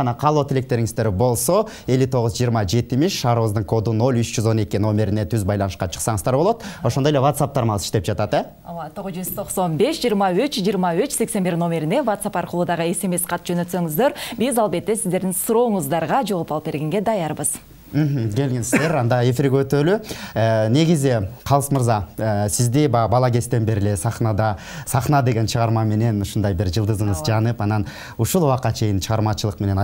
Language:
Kyrgyz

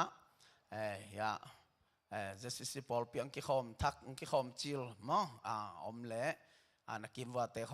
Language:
Tedim Chin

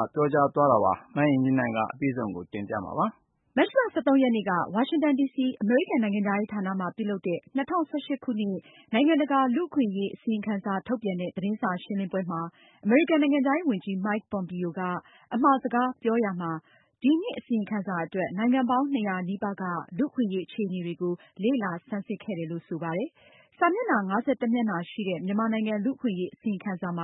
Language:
Burmese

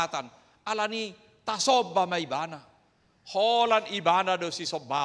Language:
Batak Toba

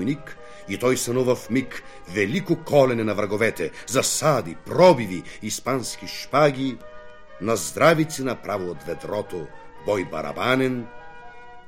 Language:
Bulgarian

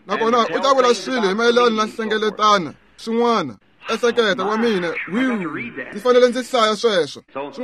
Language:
Tsonga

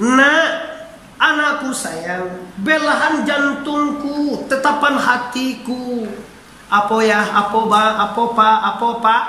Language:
Minangkabau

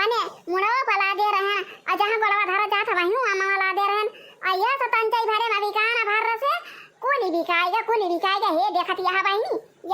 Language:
Awadhi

